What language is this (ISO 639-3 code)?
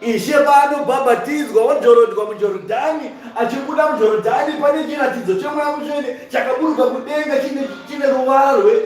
sna